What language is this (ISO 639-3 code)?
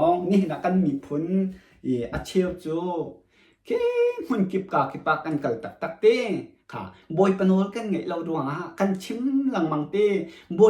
cnh